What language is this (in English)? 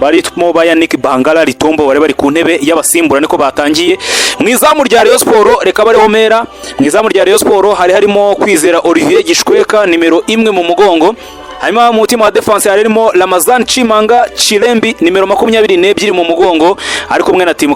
Kinyarwanda